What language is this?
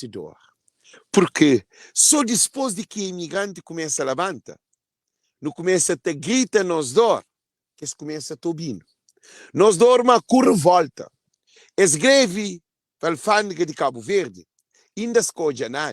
Kabuverdianu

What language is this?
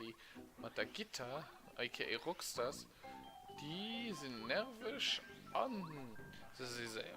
Luxembourgish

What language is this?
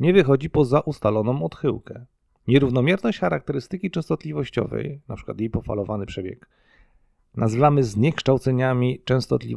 Polish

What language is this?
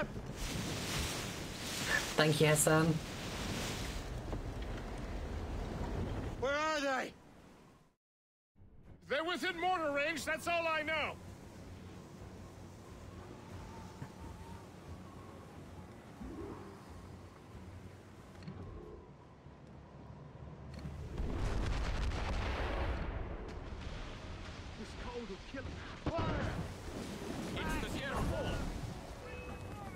English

